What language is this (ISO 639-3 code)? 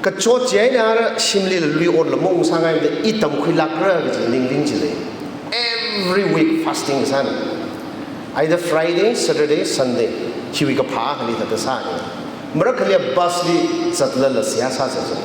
nmf